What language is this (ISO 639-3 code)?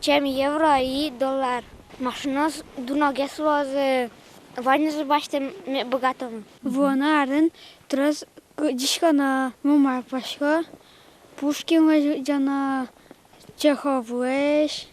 udm